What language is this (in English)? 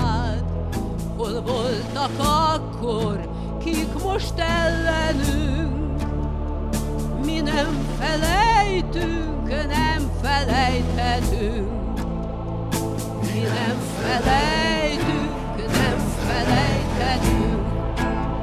Hungarian